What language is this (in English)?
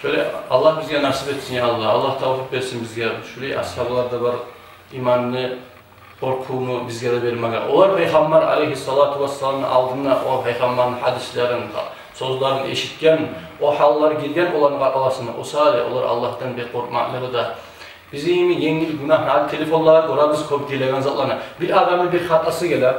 Kumyk